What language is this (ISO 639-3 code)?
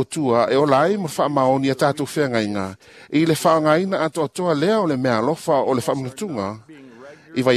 smo